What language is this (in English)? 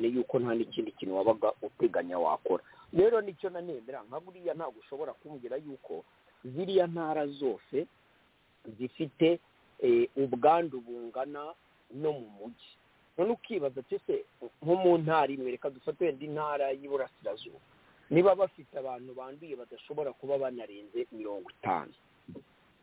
Kinyarwanda